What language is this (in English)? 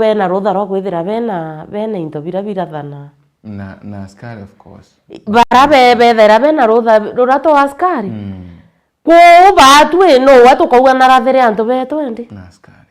Meru